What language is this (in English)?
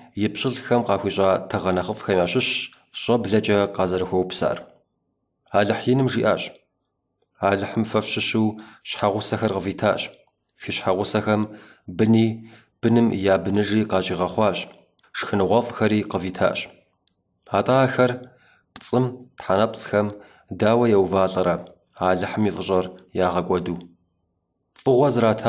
Kabardian